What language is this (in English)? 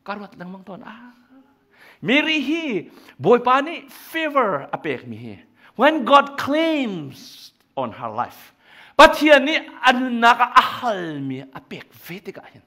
Hakha Chin